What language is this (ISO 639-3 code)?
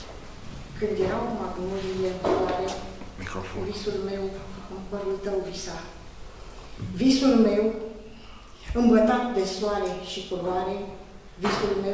ron